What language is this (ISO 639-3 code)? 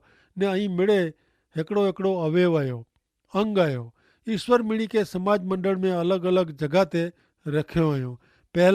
kfr